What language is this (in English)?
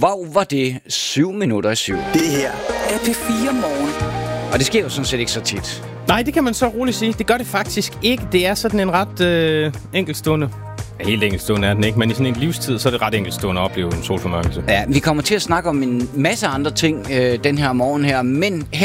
Danish